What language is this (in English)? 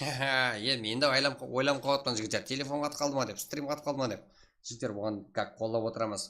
Kara-Kalpak